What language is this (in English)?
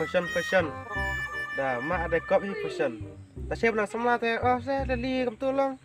Khasi